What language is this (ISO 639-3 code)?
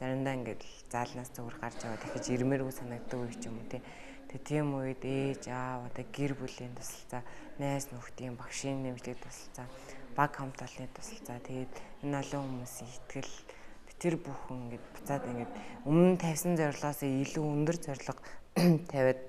mon